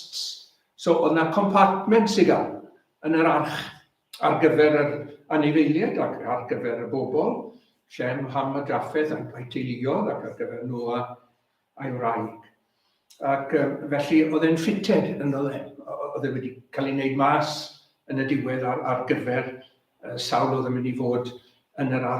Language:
Welsh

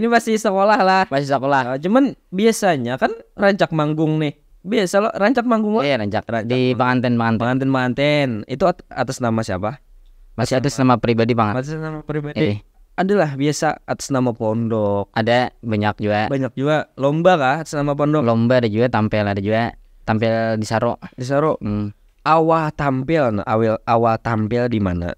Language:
Banjar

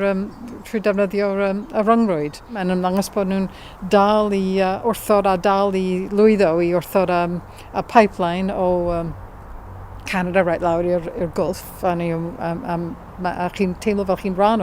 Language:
Welsh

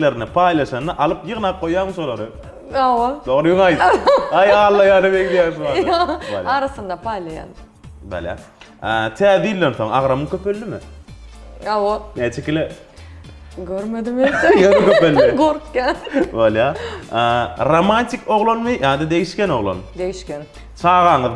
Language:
Turkmen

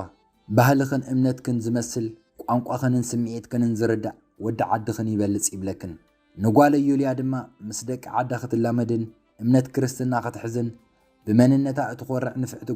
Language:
Tigrinya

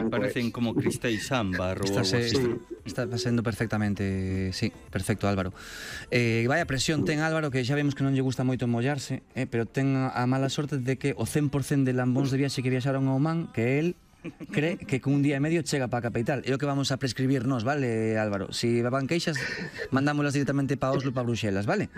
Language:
Galician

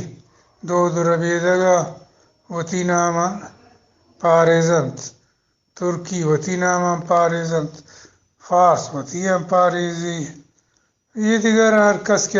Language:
Eastern Balochi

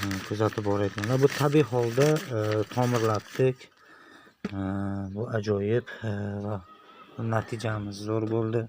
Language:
Uzbek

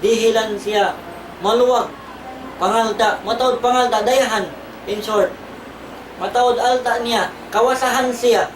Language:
Tausug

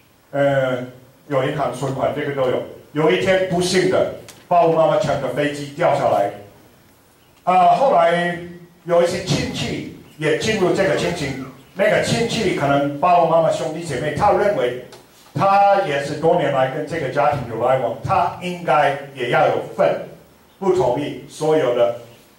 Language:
Chinese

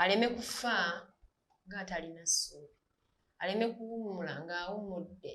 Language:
Ganda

